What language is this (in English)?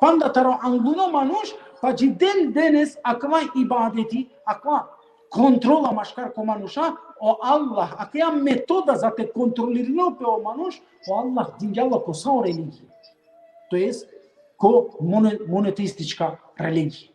Balkan Romani